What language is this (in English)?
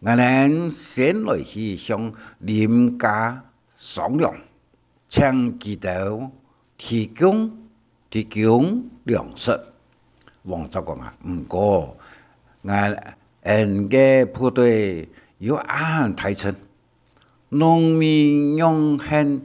Hakka Chinese